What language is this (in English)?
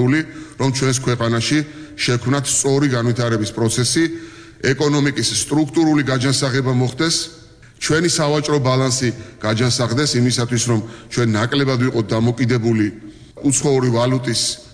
Georgian